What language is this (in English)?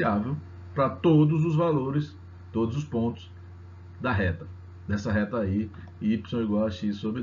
Portuguese